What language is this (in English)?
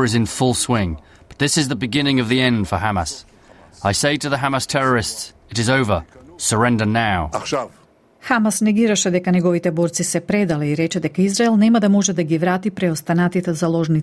Macedonian